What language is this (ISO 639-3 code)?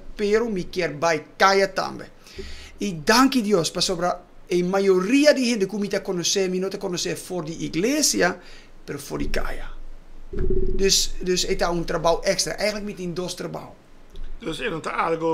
pap